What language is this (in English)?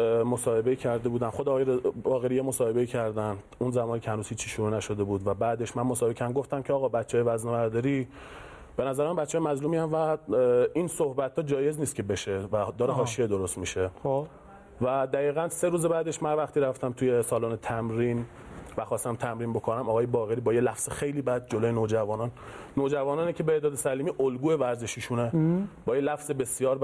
Persian